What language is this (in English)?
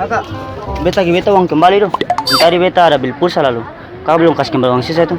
Ambonese Malay